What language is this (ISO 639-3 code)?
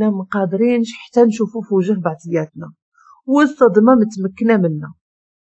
ary